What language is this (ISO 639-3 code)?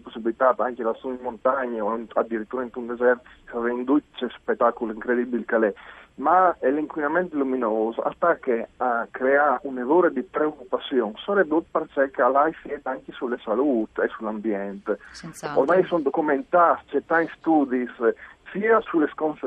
fur